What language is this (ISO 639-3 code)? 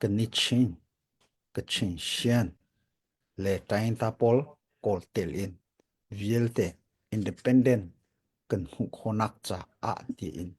cnh